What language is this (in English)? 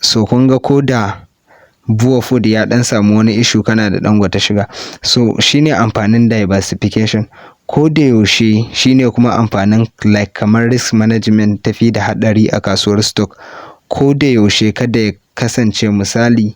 Hausa